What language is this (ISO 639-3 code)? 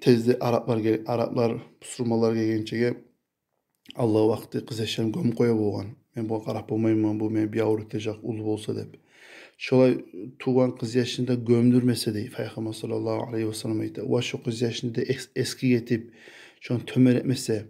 kum